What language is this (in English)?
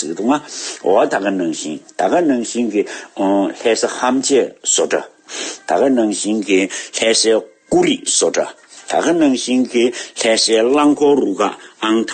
Tibetan